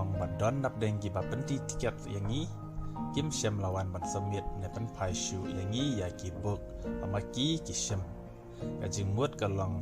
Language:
Khasi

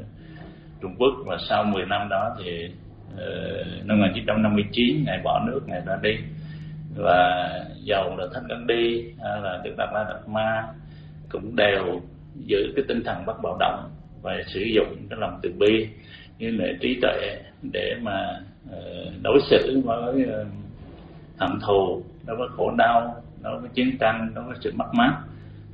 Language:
Vietnamese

